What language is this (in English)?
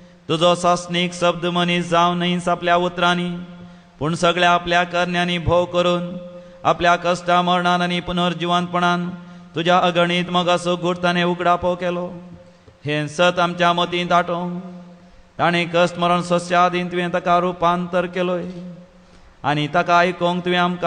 Konkani